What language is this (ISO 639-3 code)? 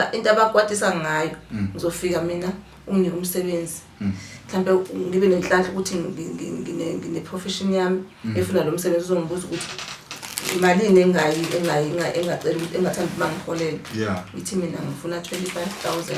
zul